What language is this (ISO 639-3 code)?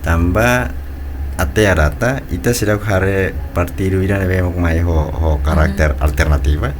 tet